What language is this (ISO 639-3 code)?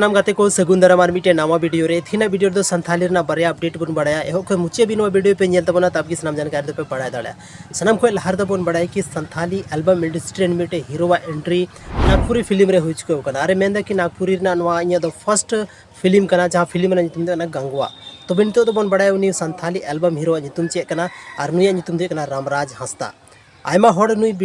sat